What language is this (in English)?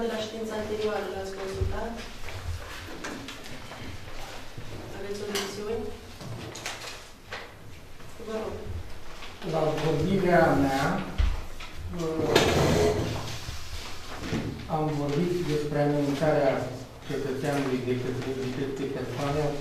Romanian